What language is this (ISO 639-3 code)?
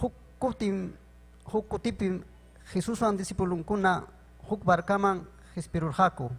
quy